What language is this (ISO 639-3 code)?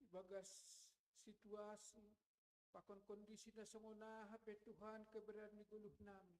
bts